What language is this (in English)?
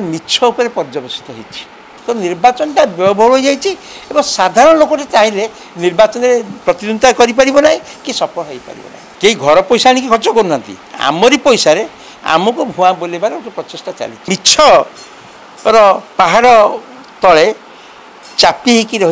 Odia